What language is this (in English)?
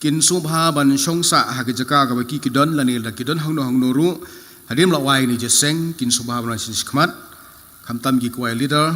Khasi